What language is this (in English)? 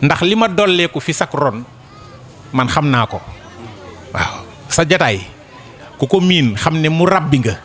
Wolof